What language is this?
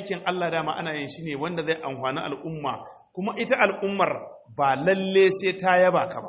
Hausa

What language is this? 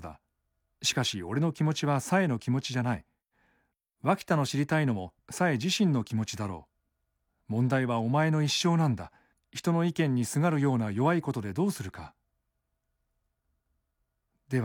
Japanese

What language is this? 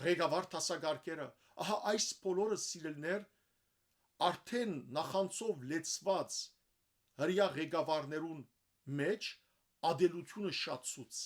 Western Armenian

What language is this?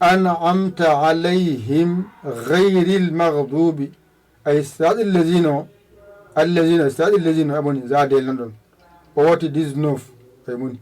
Fula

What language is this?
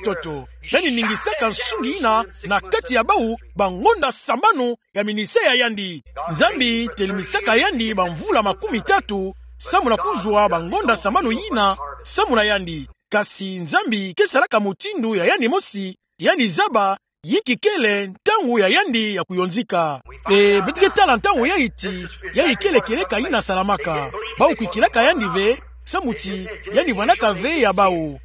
Kituba (Democratic Republic of Congo)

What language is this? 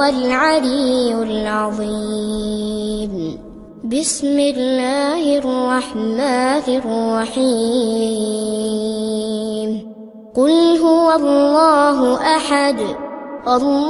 Arabic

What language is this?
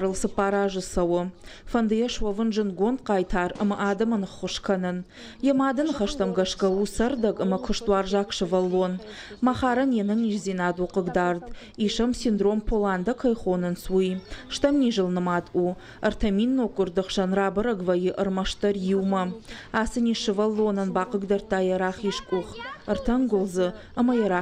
Ossetic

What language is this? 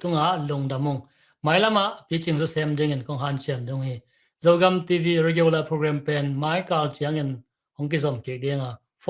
Tedim Chin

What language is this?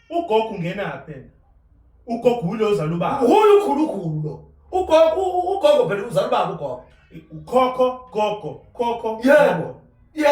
Zulu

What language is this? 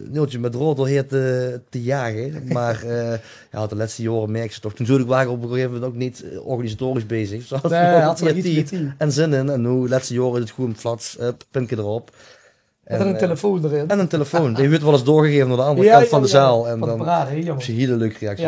Limburgish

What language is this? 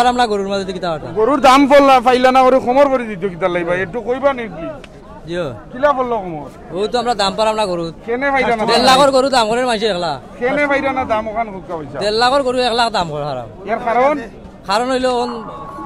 Sylheti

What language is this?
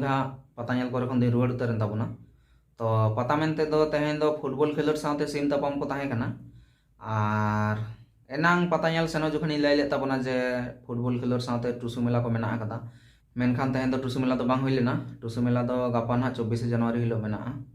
Santali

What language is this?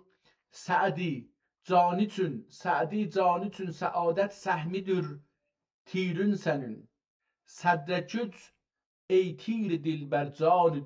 South Azerbaijani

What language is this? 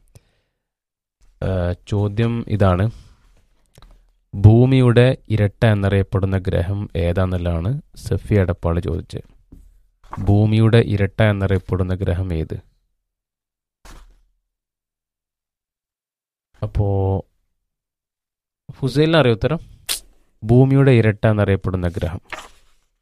Malayalam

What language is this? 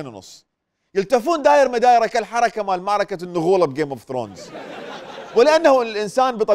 Mesopotamian Arabic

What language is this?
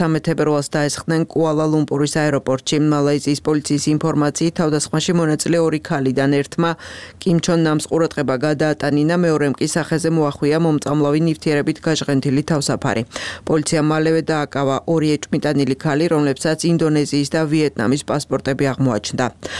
Georgian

